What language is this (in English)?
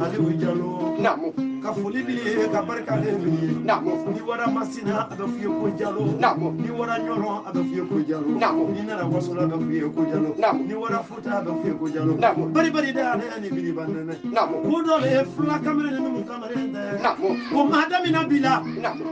Bambara